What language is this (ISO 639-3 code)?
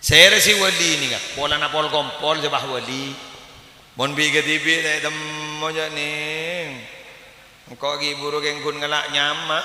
mad